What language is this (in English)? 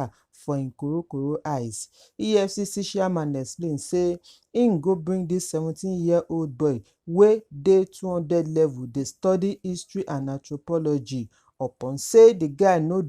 Nigerian Pidgin